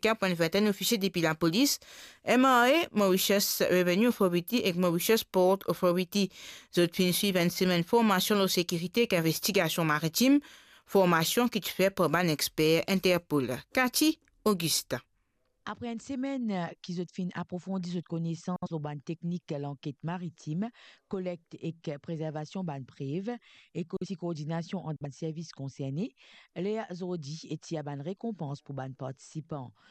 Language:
Morisyen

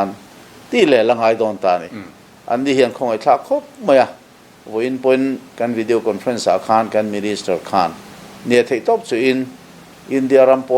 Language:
Mizo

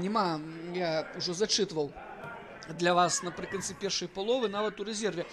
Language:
Belarusian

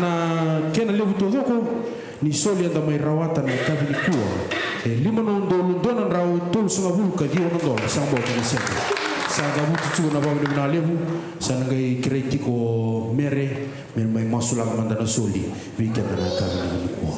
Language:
Fijian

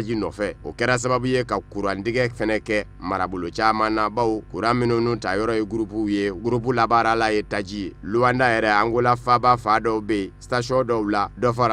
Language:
Bambara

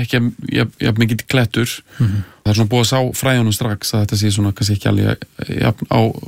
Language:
Icelandic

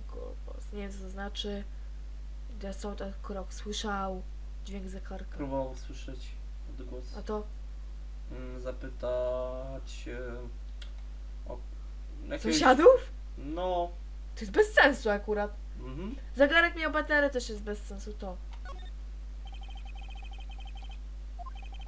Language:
Polish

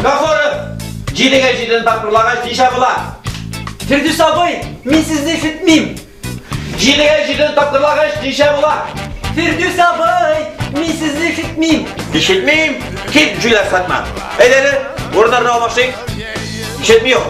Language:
Tatar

